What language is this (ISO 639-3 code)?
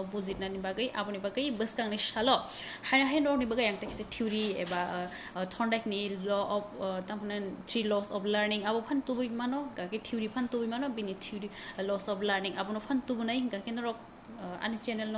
trp